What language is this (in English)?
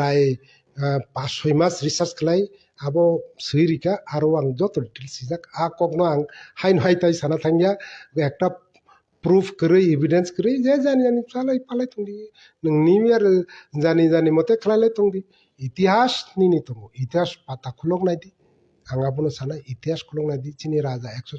Kok Borok